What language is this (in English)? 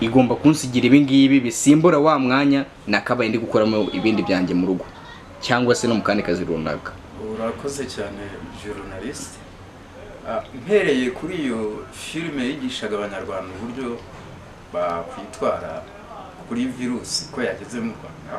Kinyarwanda